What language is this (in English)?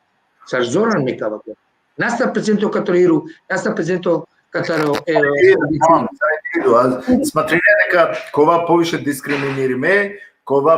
Balkan Romani